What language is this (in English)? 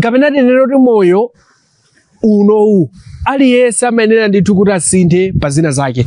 Nyanja